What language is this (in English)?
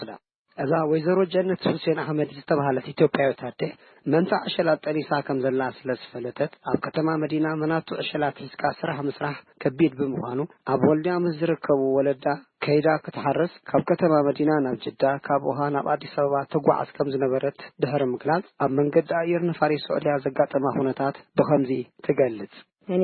Tigrinya